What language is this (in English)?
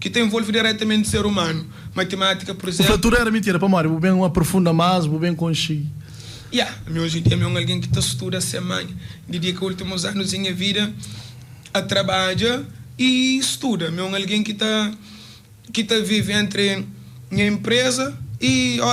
Kabuverdianu